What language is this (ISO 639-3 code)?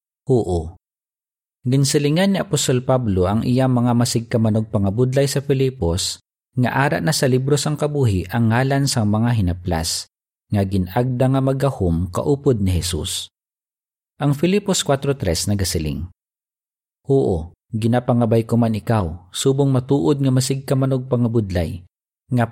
hil